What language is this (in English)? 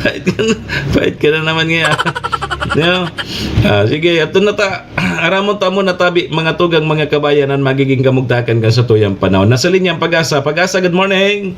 Bikol